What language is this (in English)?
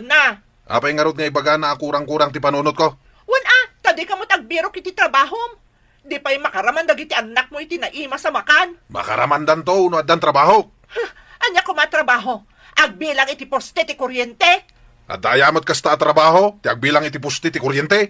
Iloko